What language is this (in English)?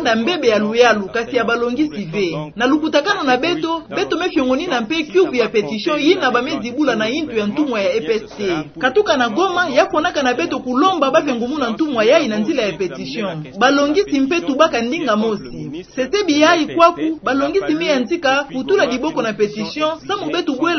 Kituba (Democratic Republic of Congo)